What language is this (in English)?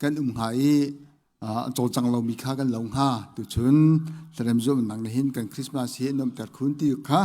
Hakha Chin